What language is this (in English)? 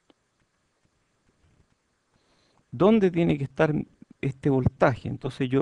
Spanish